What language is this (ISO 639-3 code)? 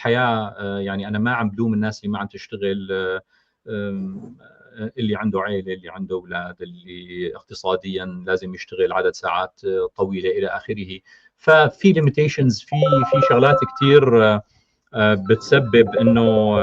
apc